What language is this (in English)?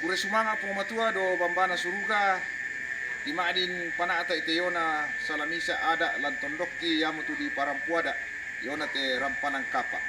Toraja-Sa'dan